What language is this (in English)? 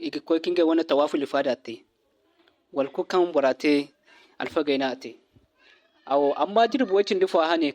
Zarma